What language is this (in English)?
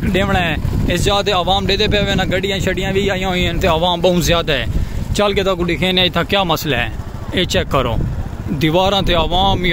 Saraiki